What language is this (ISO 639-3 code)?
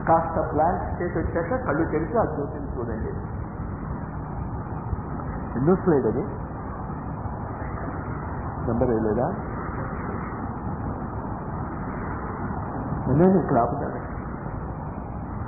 tel